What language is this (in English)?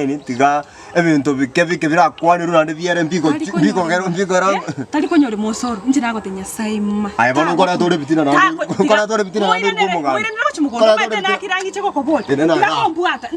Gusii